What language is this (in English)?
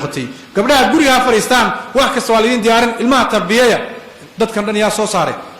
Somali